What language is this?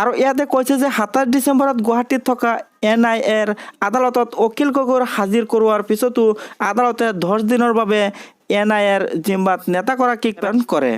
Assamese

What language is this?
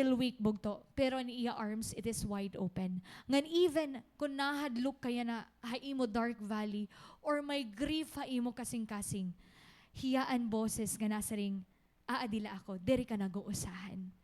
Waray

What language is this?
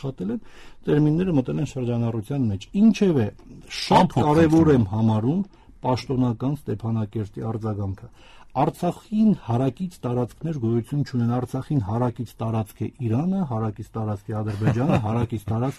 Armenian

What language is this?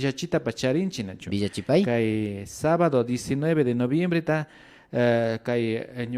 Imbabura Highland Quichua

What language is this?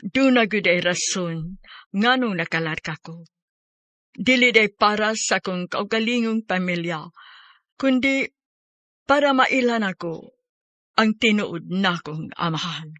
Cebuano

